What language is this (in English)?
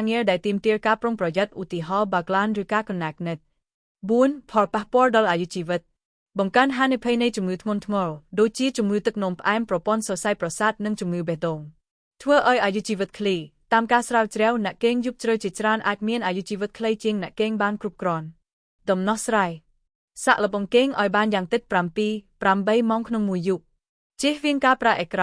Khmer